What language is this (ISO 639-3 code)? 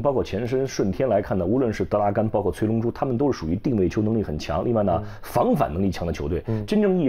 zho